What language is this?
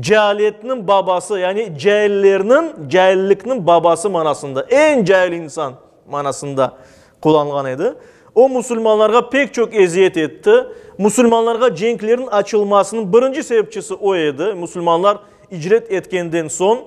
Crimean Tatar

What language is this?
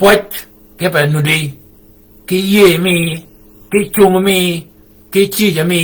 Shilluk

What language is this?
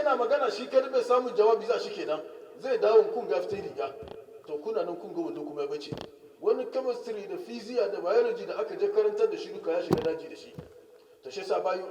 Hausa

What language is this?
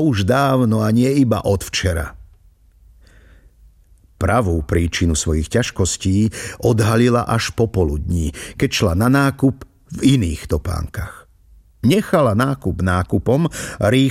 Slovak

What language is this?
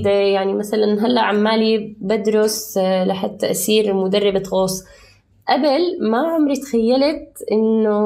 North Levantine Arabic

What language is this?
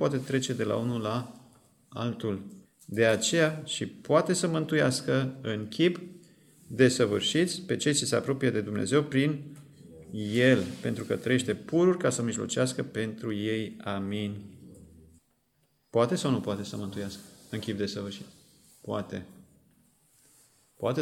Romanian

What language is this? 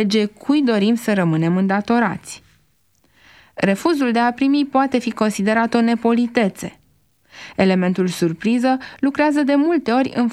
Romanian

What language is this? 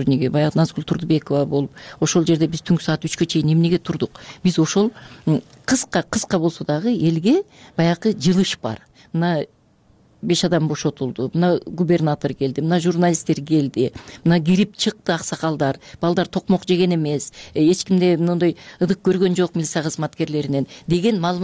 Kyrgyz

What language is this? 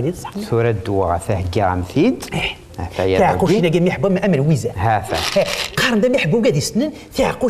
Kabyle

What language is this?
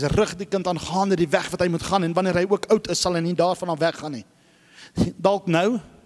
Afrikaans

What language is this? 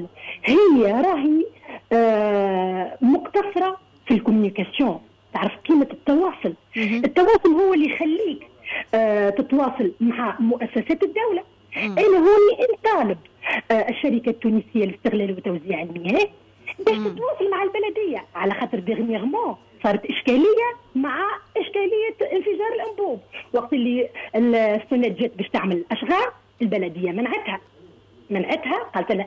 Tunisian Arabic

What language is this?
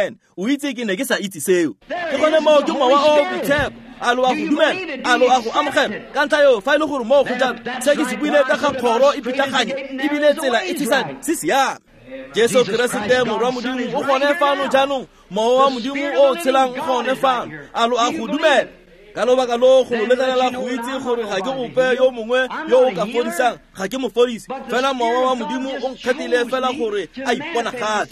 Tswana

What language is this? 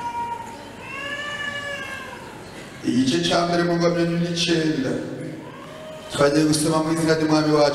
Rundi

